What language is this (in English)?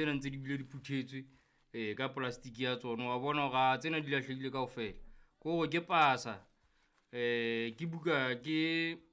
Southern Sotho